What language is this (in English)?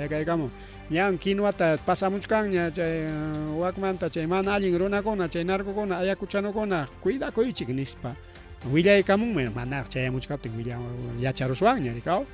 Ayacucho Quechua